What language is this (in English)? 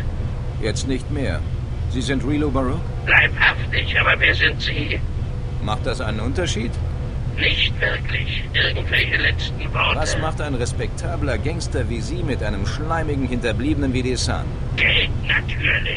Bavarian